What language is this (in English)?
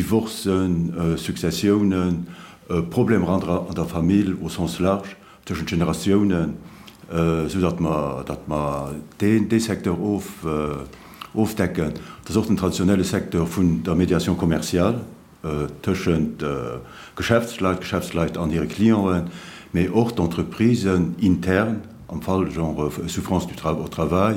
Luxembourgish